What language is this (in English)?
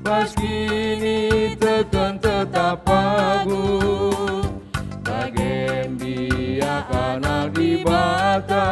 Batak Karo